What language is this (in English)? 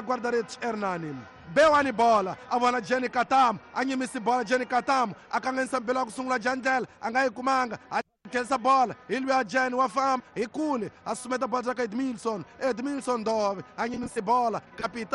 Tsonga